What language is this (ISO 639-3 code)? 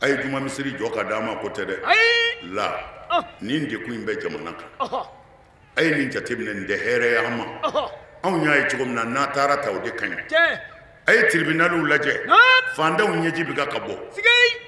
bam